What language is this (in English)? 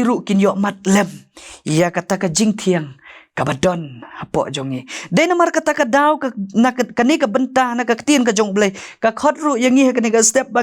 Khasi